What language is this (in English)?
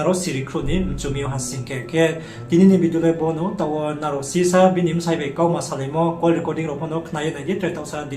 Riang (India)